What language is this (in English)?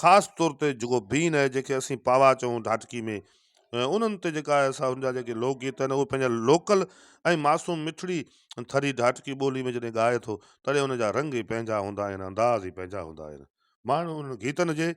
Sindhi